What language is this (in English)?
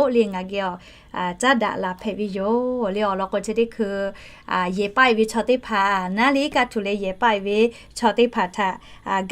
Lahu